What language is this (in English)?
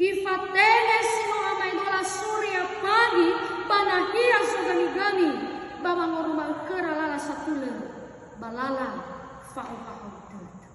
Nias